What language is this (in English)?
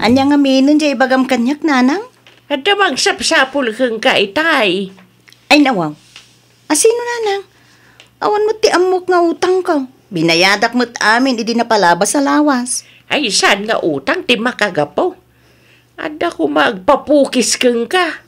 Iloko